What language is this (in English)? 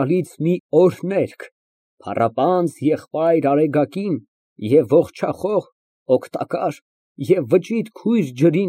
Armenian